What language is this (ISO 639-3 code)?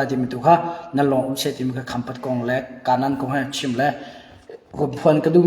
cnh